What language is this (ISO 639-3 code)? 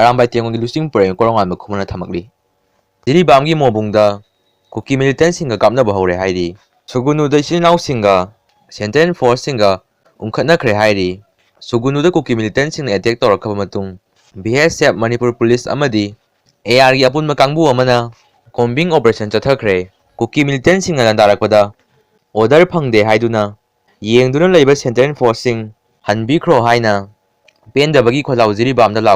mni